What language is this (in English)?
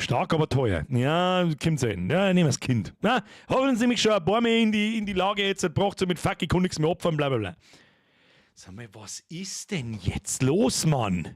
Bavarian